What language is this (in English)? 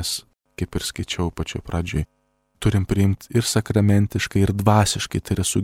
Lithuanian